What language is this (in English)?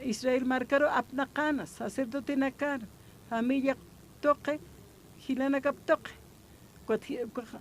Aymara